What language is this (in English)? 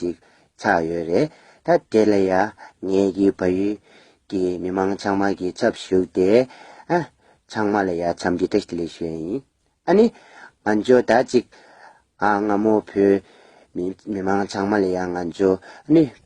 Tibetan